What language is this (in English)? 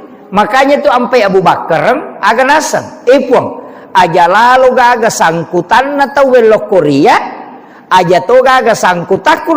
Buginese